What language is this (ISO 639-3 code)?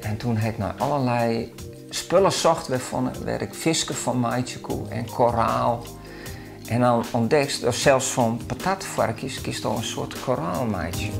fry